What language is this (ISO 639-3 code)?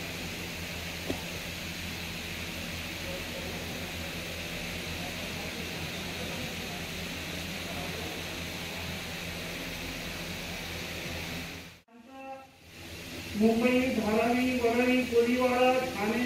mar